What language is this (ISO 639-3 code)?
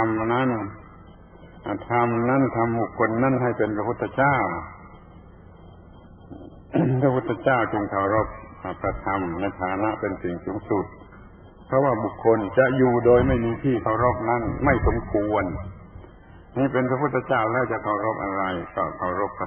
tha